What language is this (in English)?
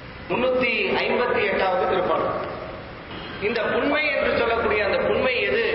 Tamil